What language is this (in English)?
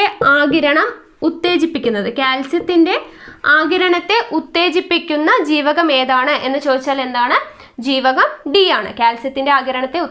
Malayalam